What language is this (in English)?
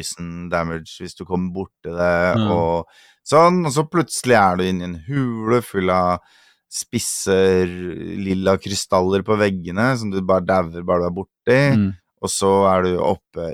Norwegian